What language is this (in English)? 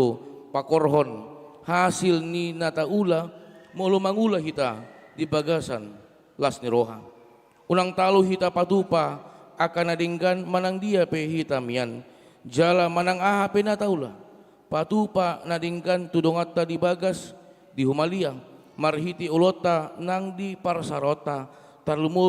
Batak Toba